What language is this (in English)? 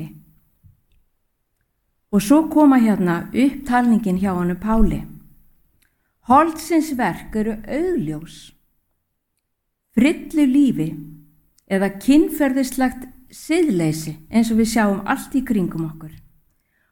Icelandic